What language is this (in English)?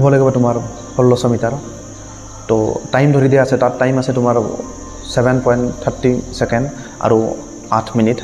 Assamese